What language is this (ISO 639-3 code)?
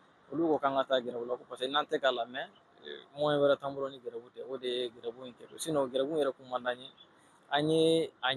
bam